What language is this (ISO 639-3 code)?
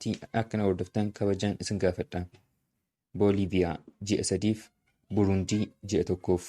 orm